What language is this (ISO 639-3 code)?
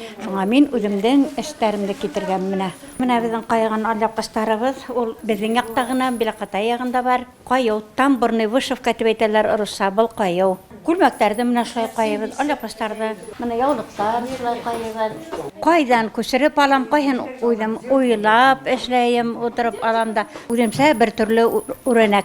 bak